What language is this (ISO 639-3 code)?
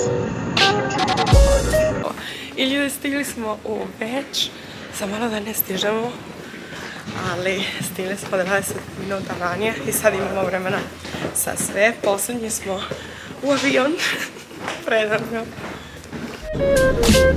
hrv